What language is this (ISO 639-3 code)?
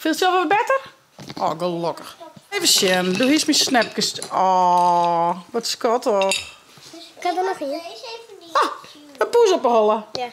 fry